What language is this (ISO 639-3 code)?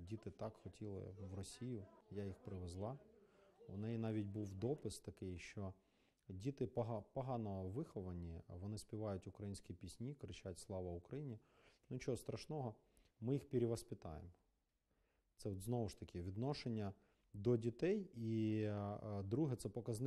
ukr